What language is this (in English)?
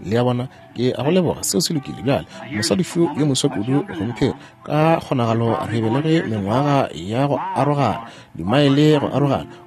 Northern Sotho